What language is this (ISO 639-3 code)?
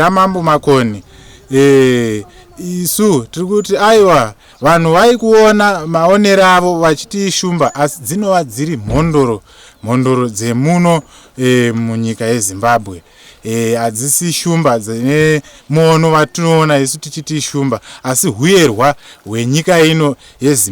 sna